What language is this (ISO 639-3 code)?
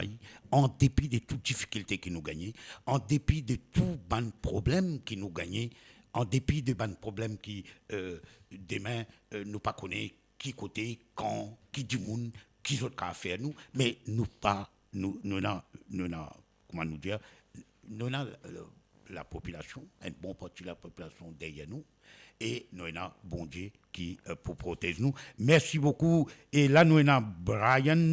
mfe